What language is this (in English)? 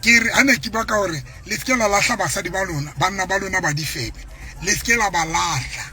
Southern Sotho